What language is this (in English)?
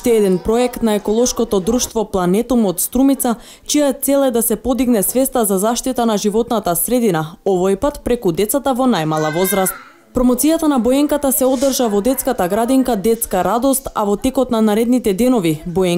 Macedonian